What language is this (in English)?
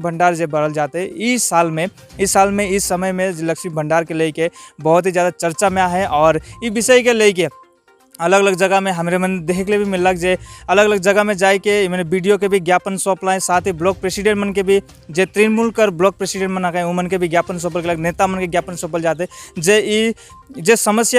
Sadri